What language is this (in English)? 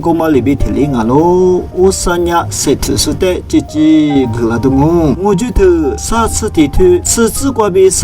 Lisu